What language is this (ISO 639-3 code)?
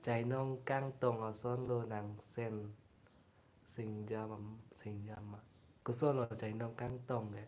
mjw